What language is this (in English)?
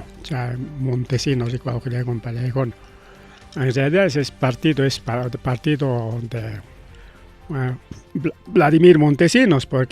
Ayacucho Quechua